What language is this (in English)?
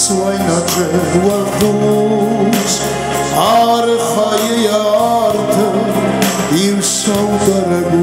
Ossetic